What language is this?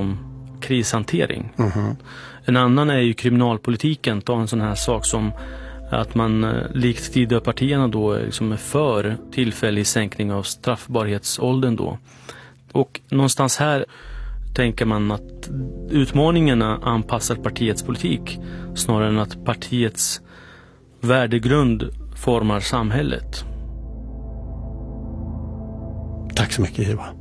Swedish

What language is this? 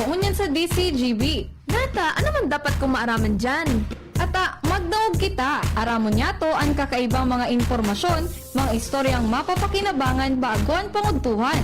Bikol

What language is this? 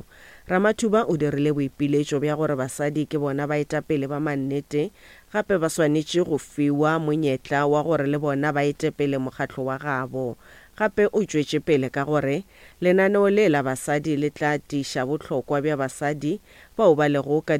Northern Sotho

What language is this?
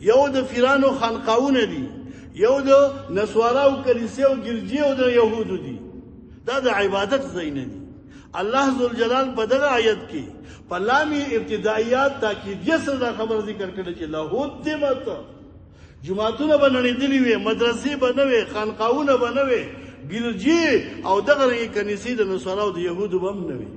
Pashto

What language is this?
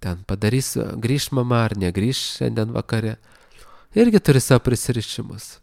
Lithuanian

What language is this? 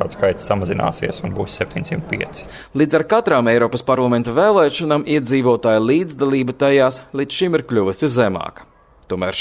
Latvian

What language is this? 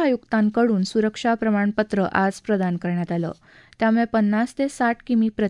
Marathi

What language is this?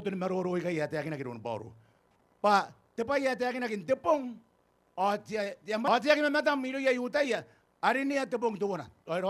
Gilbertese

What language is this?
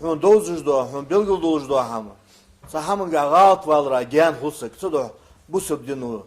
Ingush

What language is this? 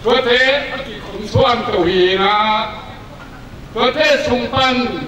Tedim Chin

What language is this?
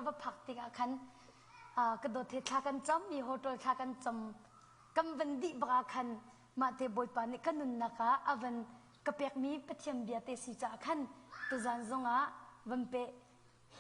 Hakha Chin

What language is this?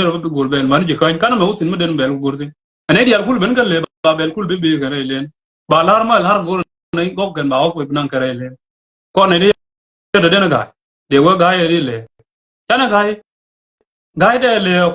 Nuer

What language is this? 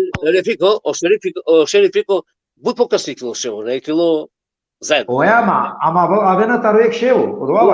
Balkan Romani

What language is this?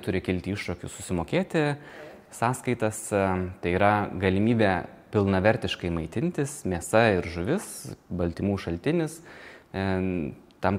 Lithuanian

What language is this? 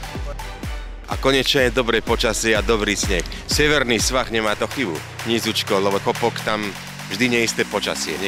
Slovak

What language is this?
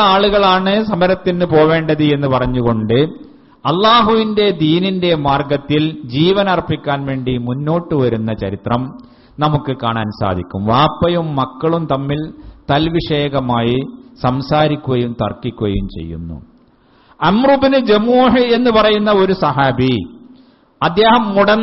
Malayalam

